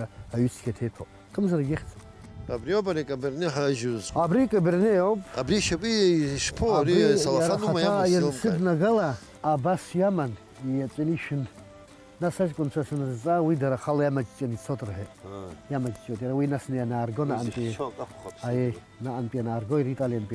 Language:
Abkhazian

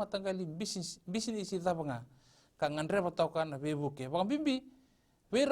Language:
Fijian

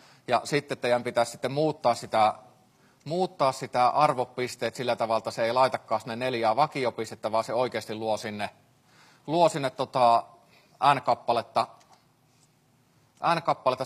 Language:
Finnish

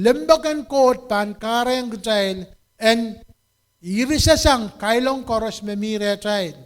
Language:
Pohnpeian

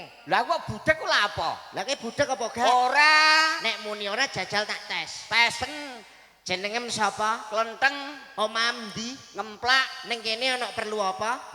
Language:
Javanese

